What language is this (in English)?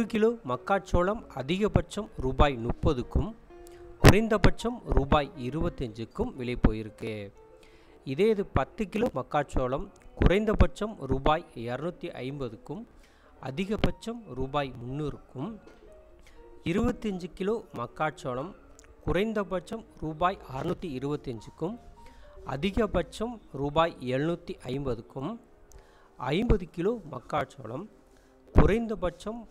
Tamil